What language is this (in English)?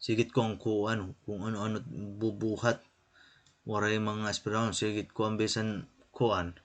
Waray